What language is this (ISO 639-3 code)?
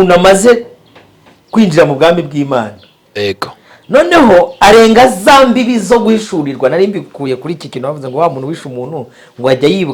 kin